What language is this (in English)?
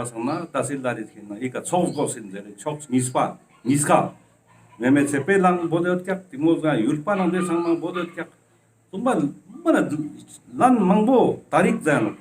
Ladakhi